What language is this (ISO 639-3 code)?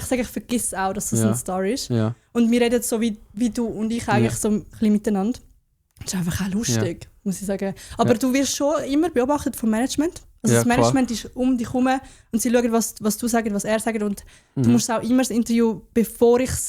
gsw